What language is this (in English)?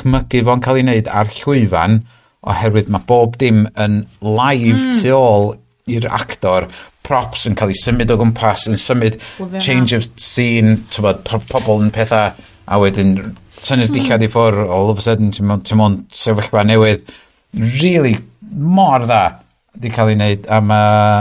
Welsh